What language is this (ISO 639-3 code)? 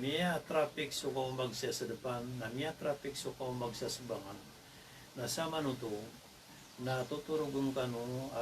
mrw